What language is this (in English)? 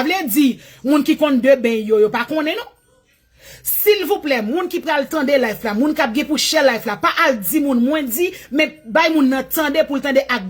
Haitian Creole